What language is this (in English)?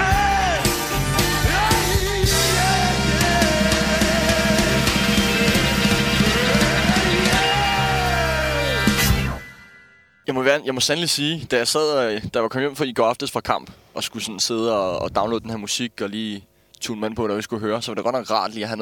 Danish